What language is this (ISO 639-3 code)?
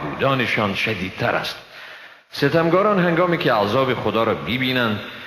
fas